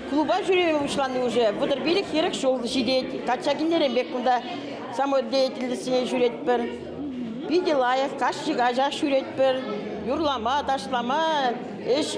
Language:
Chuvash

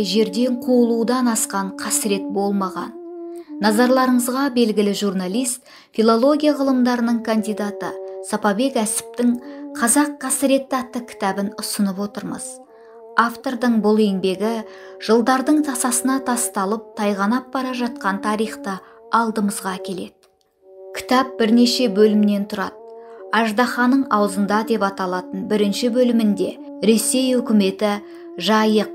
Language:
Kazakh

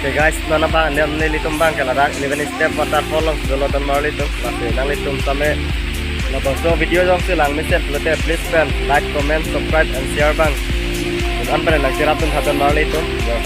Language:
Karbi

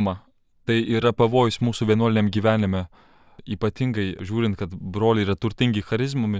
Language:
Lithuanian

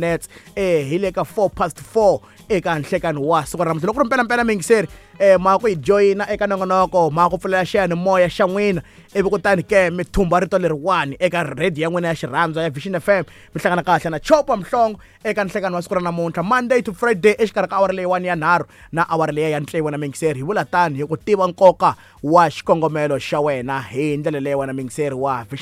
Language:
Tsonga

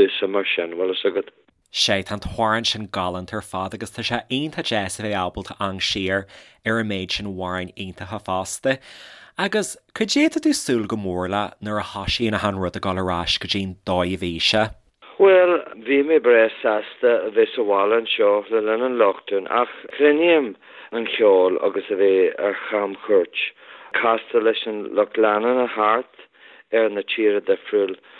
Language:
Irish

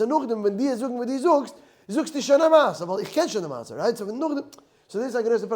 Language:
Yiddish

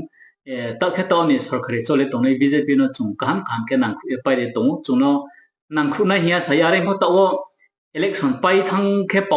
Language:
Riang (India)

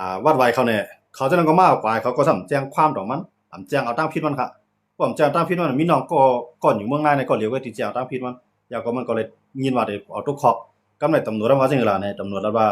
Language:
Shan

